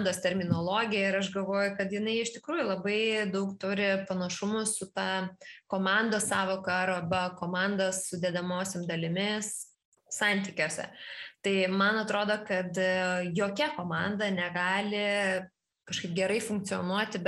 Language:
Lithuanian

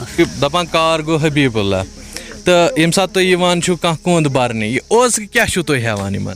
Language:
Kashmiri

